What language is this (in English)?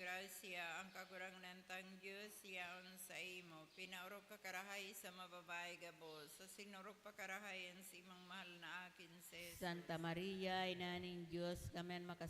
Bikol